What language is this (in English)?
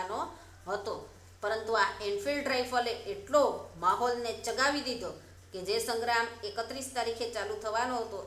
Gujarati